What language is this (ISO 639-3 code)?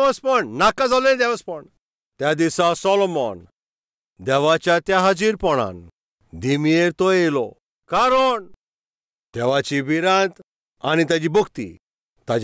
kok